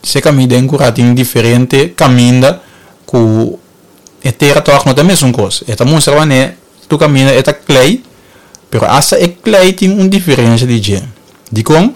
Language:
Papiamento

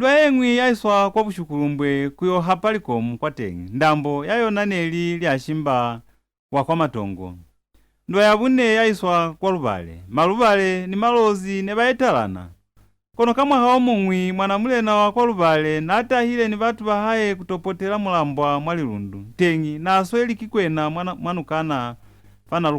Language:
Lozi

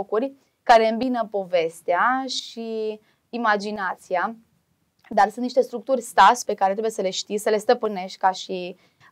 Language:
Romanian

